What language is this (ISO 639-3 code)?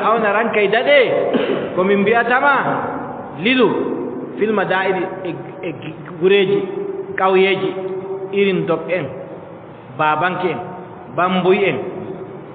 fub